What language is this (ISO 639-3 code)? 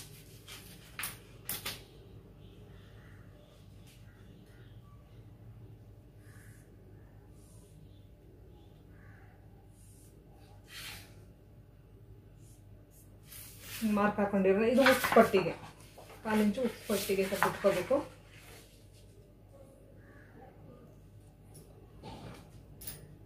kan